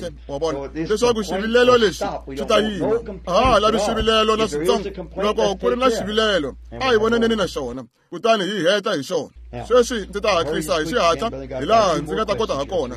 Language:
Tsonga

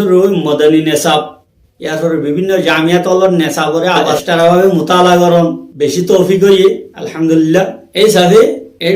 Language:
Rohingya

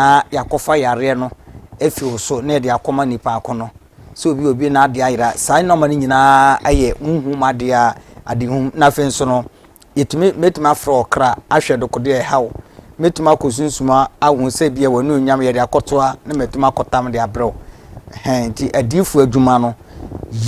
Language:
Akan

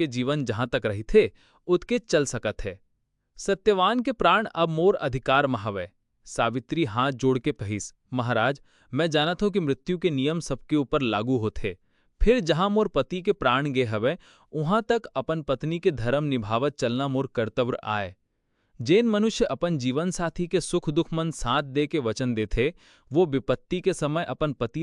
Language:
Chhattisgarhi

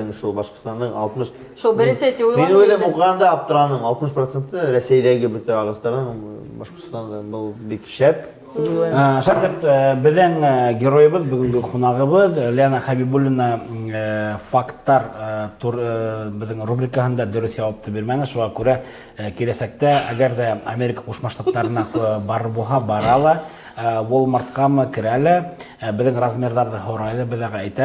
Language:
Bashkir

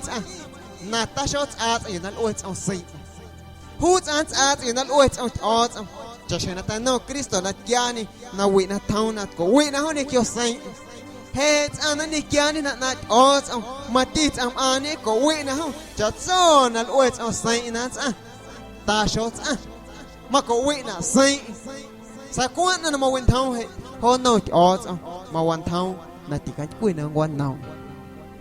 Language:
Guerrero Amuzgo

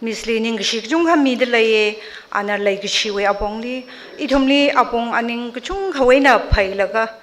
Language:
Tangkhul Naga (India)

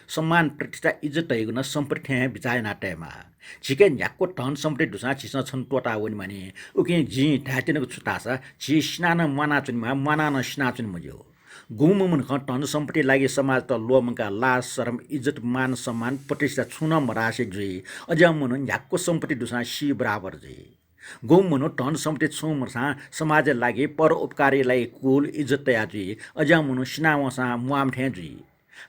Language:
Newari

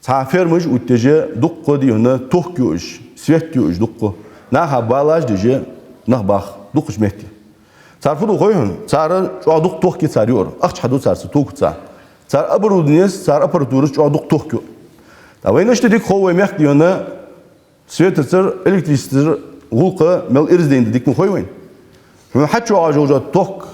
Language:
Ingush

